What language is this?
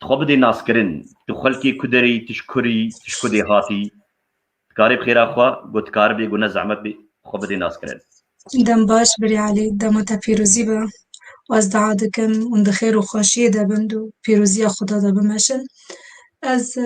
Kurdish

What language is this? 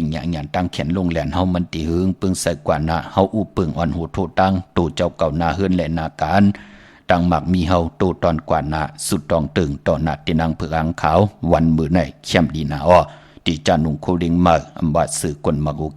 Shan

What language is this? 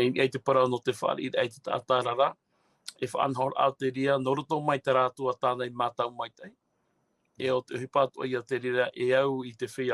Tahitian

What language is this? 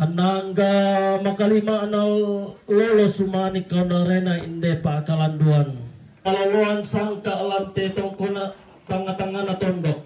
Toraja-Sa'dan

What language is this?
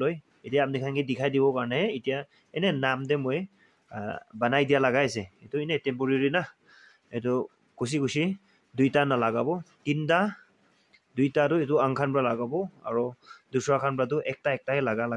Naga Pidgin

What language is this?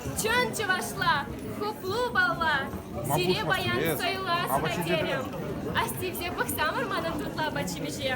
Chuvash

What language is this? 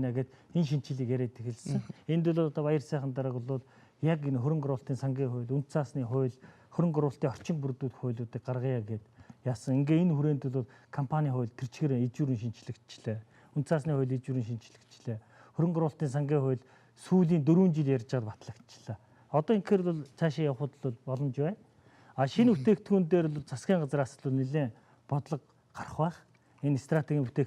Mongolian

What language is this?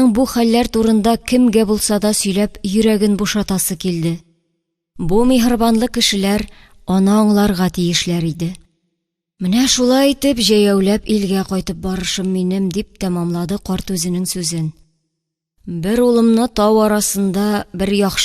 Tatar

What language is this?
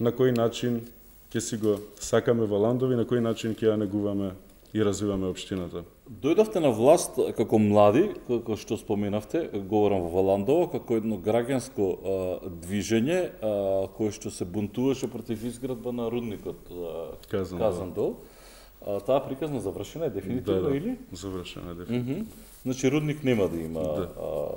Macedonian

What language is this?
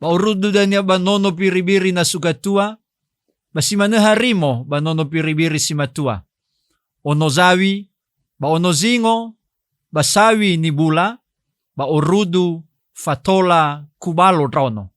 Nias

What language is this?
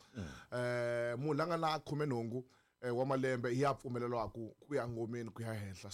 Tsonga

